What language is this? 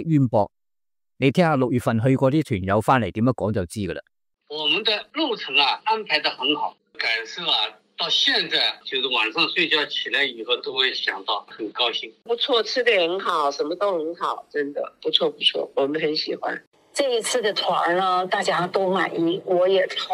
Cantonese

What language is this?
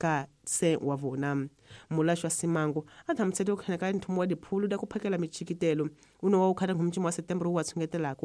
Tsonga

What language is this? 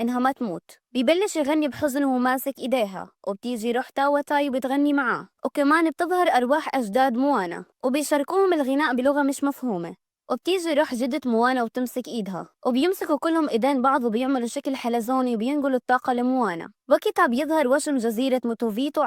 Egyptian Arabic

